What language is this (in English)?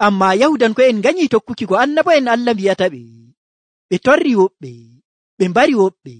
Nigerian Fulfulde